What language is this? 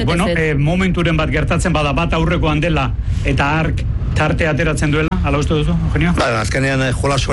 Basque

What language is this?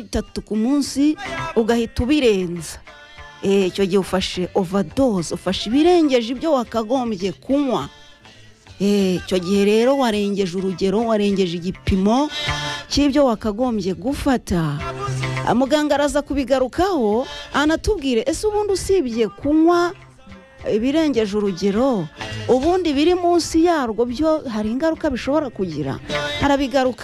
Kinyarwanda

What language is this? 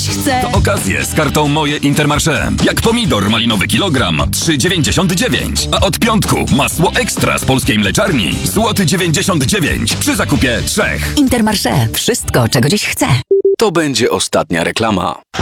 Polish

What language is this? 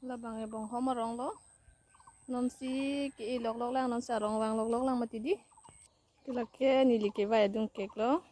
Karbi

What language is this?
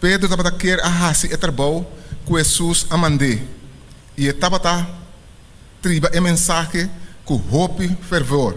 Papiamento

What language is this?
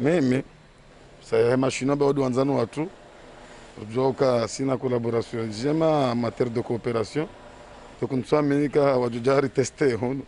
Ngazidja Comorian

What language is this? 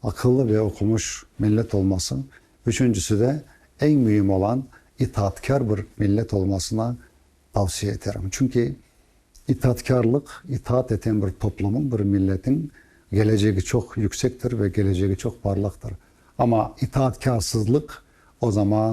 Crimean Tatar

